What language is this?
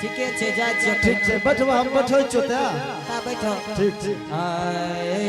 Angika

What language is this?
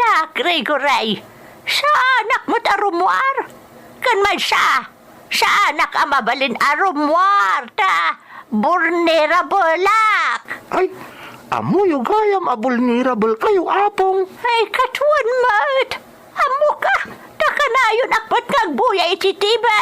Iloko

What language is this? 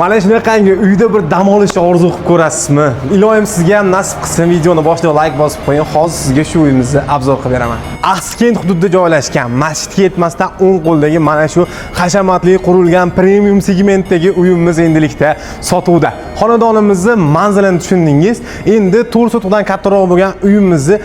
Uzbek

